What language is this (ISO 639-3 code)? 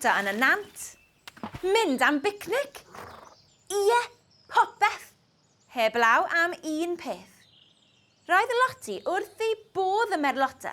cym